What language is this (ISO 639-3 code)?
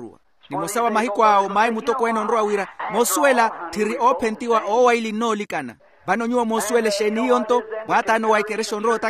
vmw